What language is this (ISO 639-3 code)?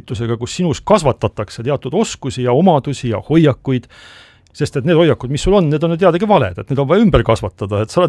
est